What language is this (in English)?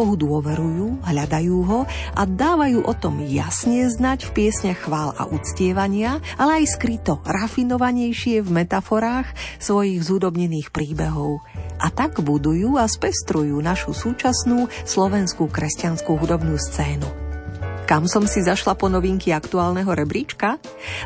Slovak